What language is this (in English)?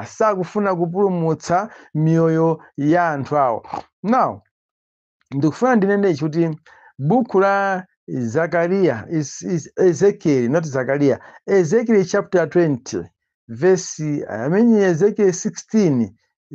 Nyanja